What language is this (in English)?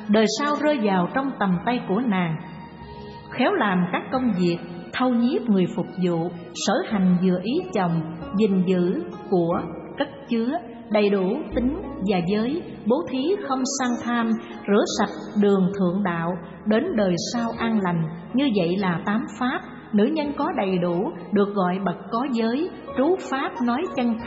Vietnamese